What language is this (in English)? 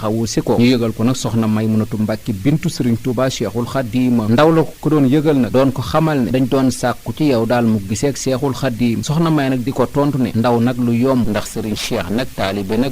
Wolof